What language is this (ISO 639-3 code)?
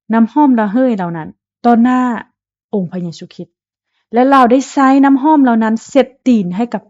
lao